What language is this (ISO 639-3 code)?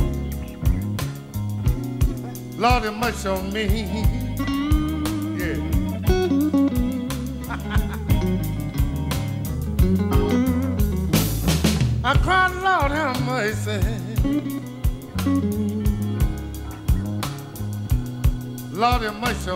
eng